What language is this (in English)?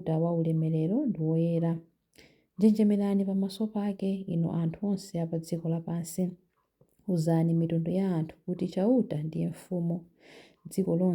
Nyanja